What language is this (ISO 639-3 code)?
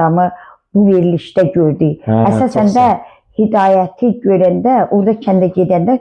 aze